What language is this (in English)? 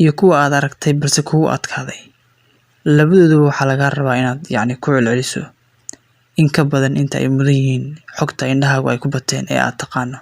Somali